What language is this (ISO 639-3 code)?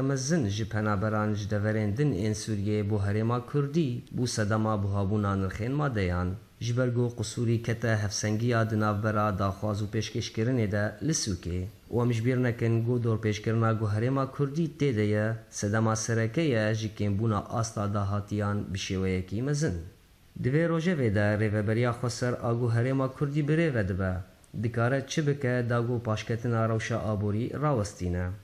kur